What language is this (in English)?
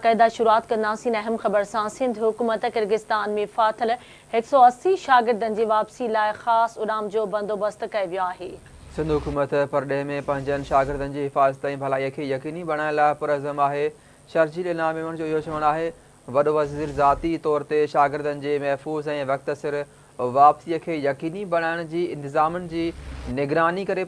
Sindhi